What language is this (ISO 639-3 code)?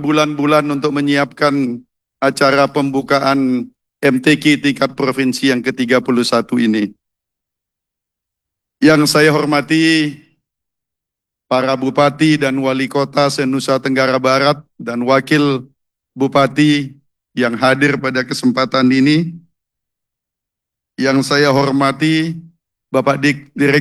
ind